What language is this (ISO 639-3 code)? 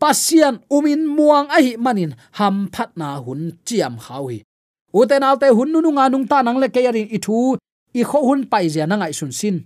ctd